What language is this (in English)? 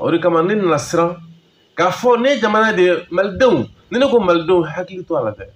Bambara